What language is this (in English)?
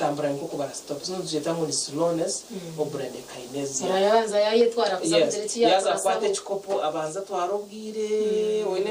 Nyankole